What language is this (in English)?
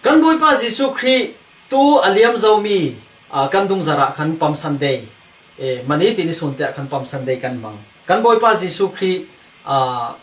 Falam Chin